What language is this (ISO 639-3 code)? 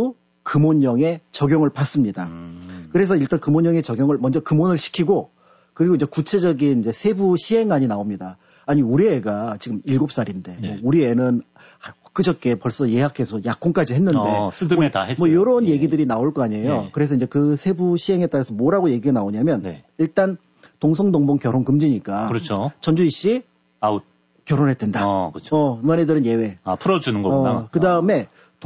kor